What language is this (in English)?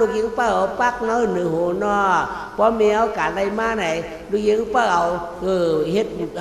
Shan